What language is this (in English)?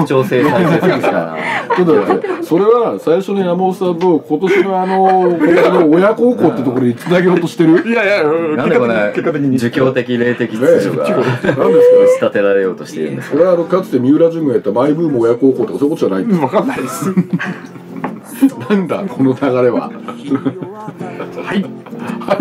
Japanese